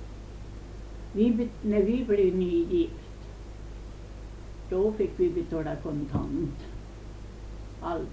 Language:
Swedish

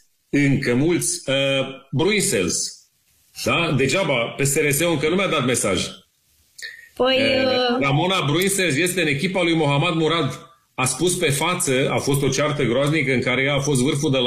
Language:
Romanian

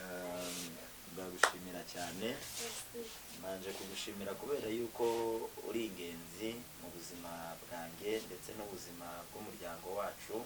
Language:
Kinyarwanda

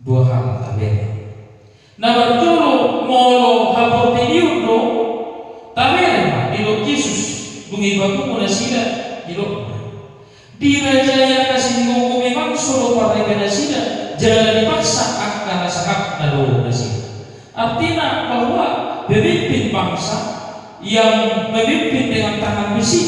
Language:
Batak Toba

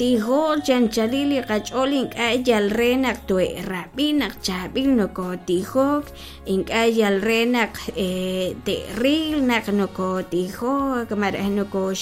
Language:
Kekchí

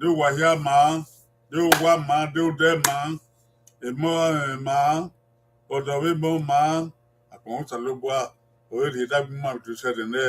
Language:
Bini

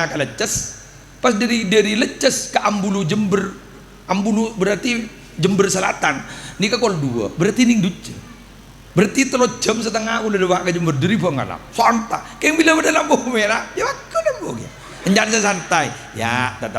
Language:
Madurese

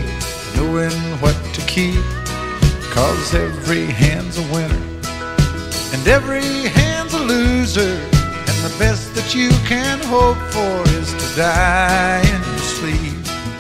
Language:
English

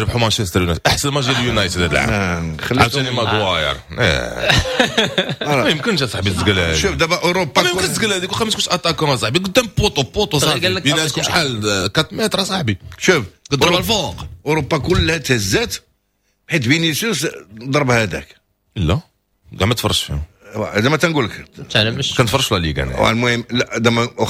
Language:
Moroccan Arabic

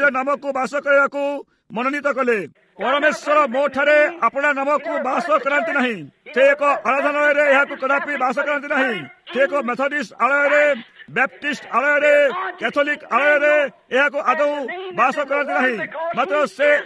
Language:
Odia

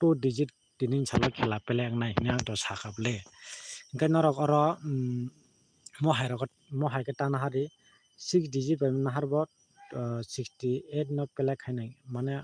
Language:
Kok Borok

